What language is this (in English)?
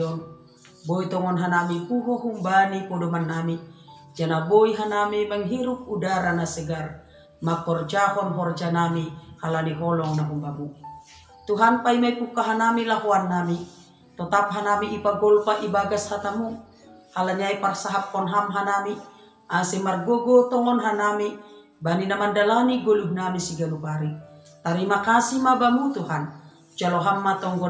Batak Simalungun